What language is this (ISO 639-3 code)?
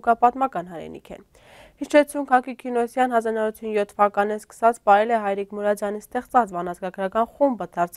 hye